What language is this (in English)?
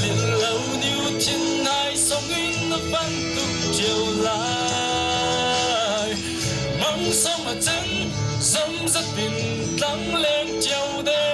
Falam Chin